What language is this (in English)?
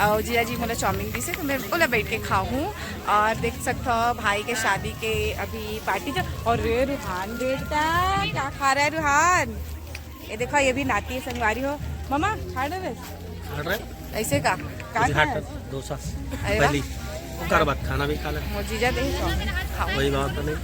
Chhattisgarhi